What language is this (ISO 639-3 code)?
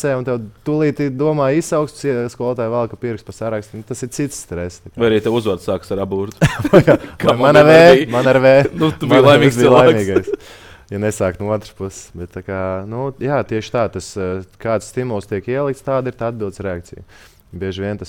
lav